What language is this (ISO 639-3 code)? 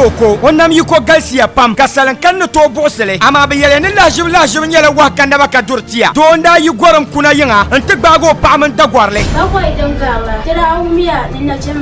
dag